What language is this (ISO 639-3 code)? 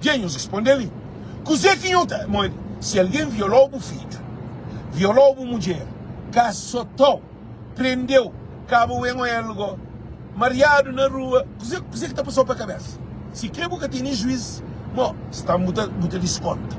kea